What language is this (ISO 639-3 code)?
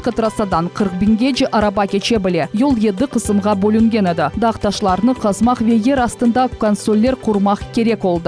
crh